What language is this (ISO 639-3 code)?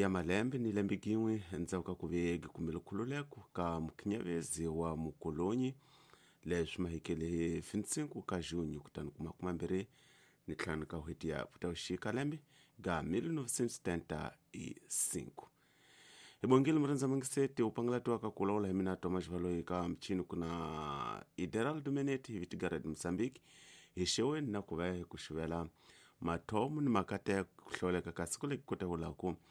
tso